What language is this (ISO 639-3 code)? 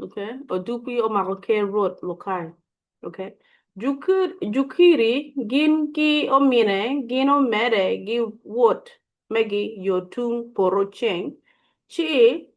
ach